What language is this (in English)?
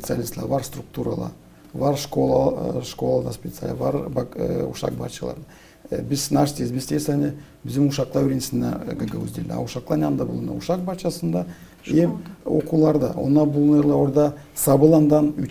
Gagauz